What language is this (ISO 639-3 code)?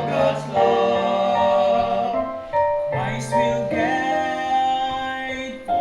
hil